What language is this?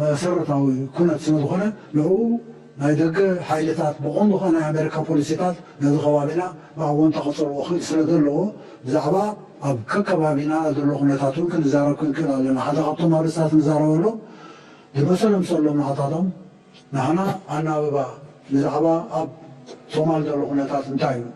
Tigrinya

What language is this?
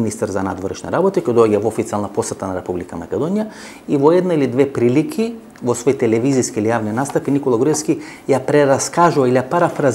Macedonian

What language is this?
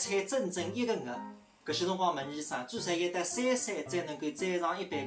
Wu Chinese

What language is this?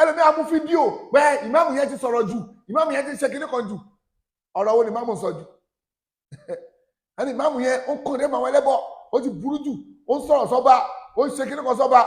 Yoruba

